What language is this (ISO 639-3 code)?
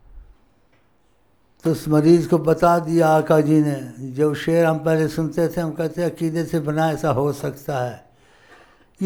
urd